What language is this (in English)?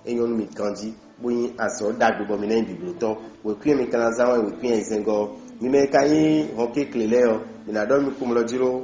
Fon